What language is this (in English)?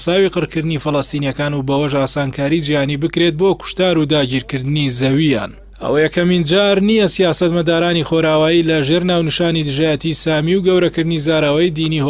Central Kurdish